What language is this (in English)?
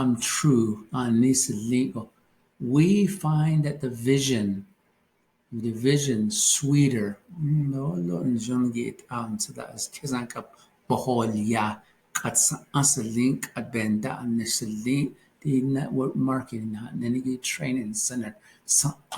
Navajo